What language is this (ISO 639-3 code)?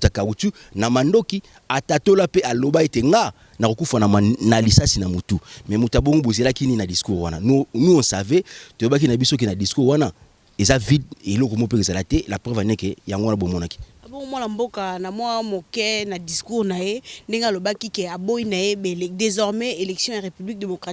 lin